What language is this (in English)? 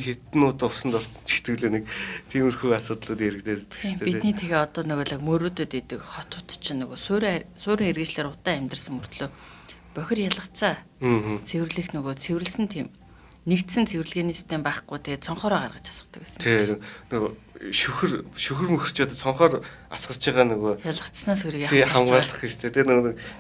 Mongolian